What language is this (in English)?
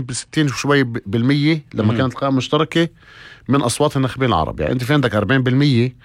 North Levantine Arabic